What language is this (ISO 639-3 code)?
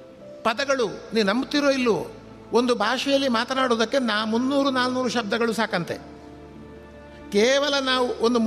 kan